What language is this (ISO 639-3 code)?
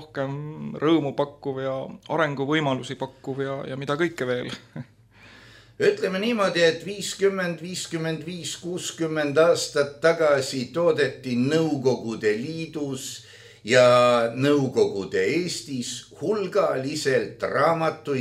est